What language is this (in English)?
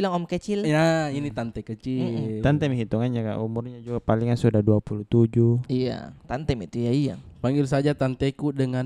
Makassar Malay